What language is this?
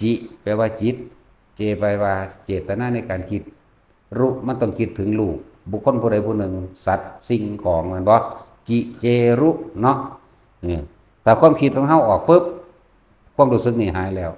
Lao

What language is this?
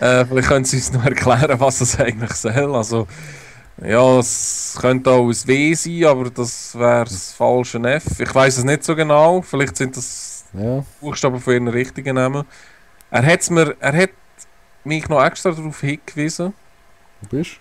Swiss German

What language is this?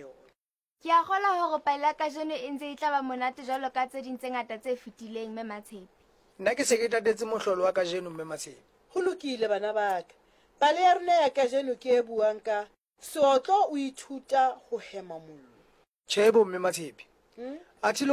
Southern Sotho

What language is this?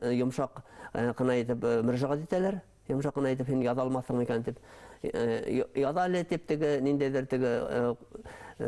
Bashkir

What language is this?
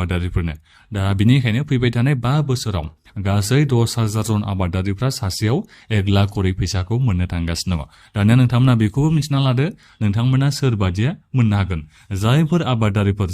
Bodo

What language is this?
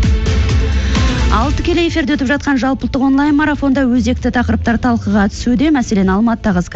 Kazakh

